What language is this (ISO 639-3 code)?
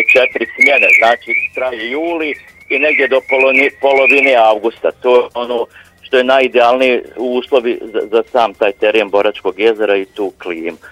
bos